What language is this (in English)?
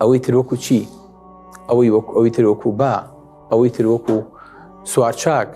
Central Kurdish